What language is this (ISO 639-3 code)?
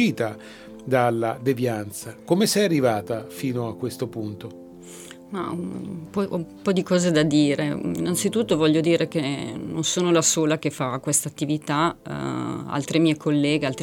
ita